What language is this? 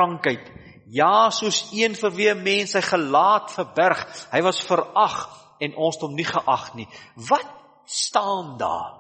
Afrikaans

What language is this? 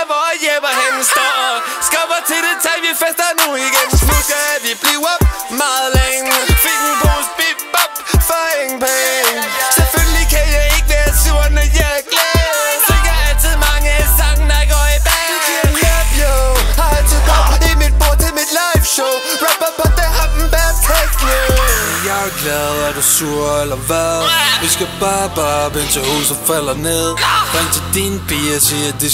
Danish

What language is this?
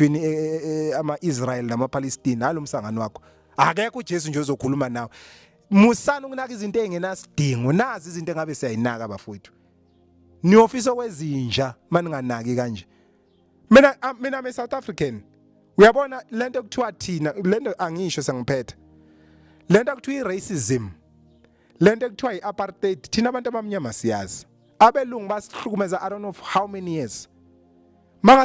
Zulu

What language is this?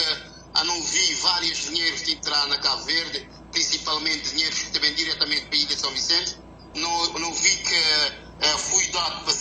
Kabuverdianu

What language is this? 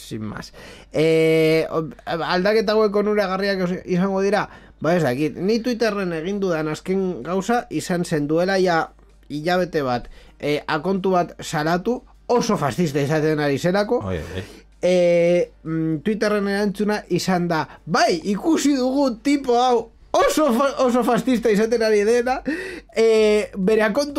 Basque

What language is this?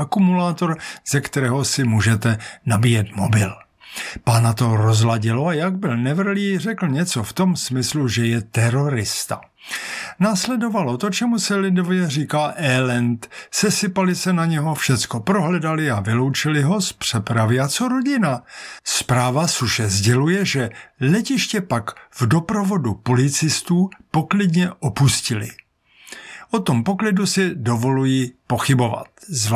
Czech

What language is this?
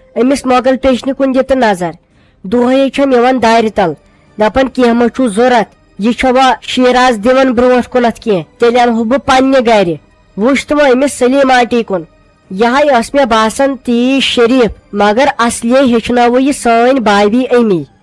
Kashmiri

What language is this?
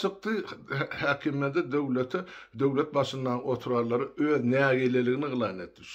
Turkmen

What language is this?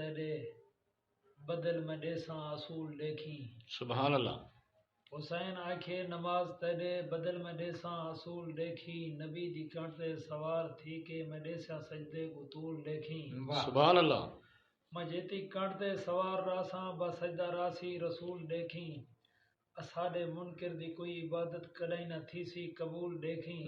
Saraiki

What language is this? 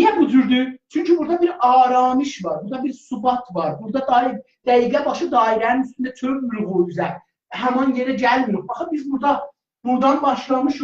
South Azerbaijani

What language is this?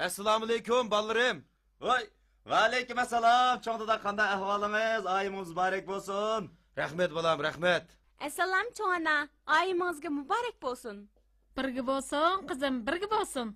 Uyghur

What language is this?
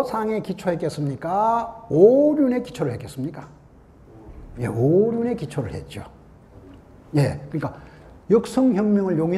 Korean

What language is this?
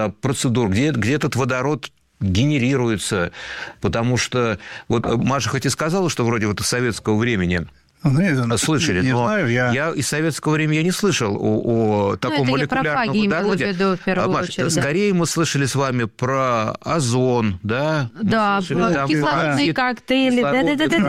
Russian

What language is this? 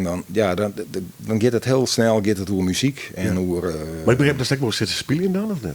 Western Frisian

